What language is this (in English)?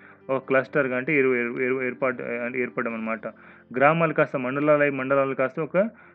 Telugu